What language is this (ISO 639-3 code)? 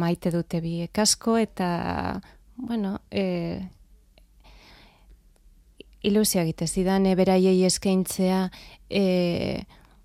eus